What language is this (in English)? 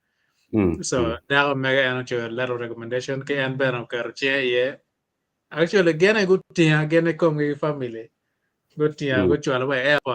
Acoli